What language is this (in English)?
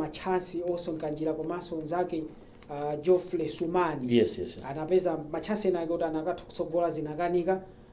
Nyanja